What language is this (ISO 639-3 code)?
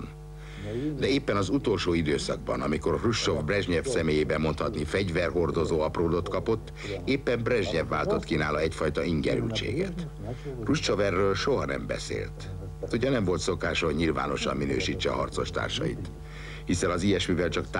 hun